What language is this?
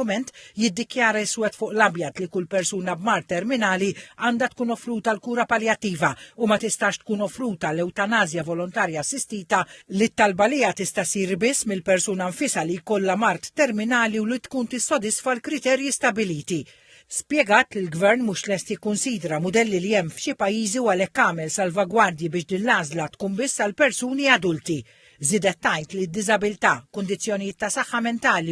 Maltese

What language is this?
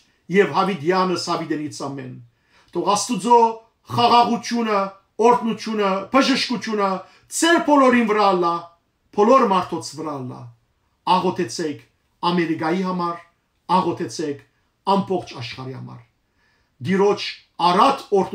Armenian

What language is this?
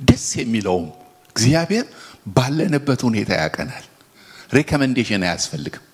Amharic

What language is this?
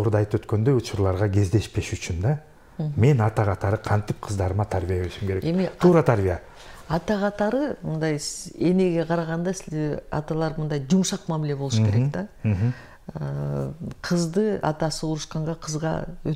Kyrgyz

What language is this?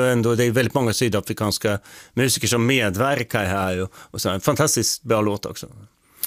Swedish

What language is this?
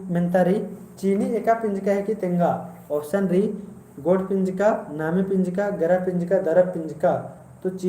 Kurukh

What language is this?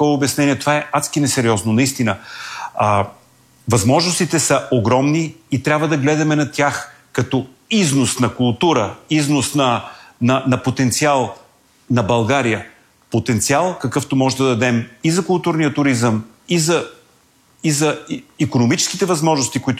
Bulgarian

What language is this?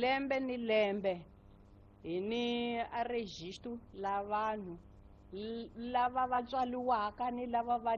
Tsonga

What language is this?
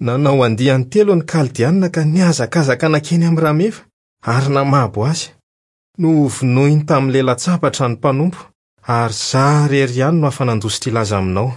Malagasy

